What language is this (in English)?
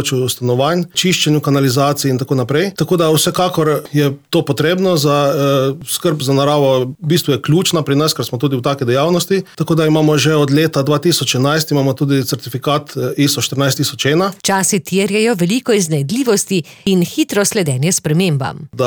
Slovenian